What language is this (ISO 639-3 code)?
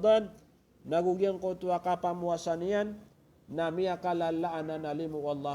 mrw